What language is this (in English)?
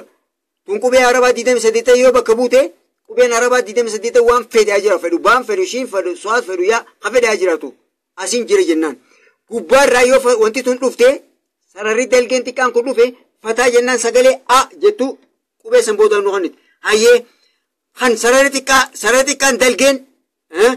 Oromo